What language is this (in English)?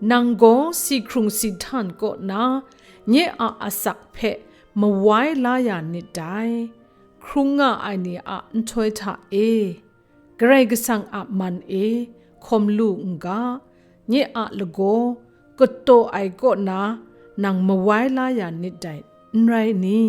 Kachin